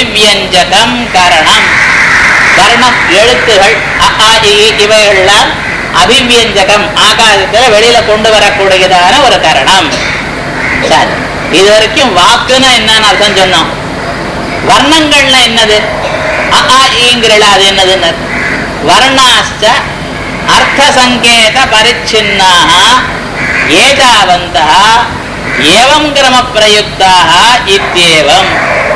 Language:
Tamil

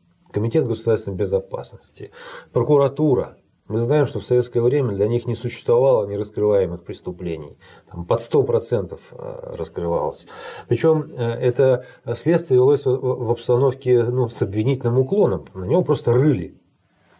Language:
Russian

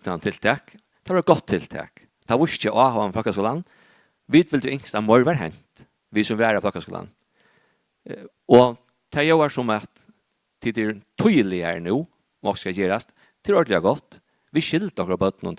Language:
Faroese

